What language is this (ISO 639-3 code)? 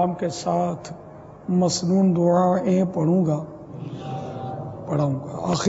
urd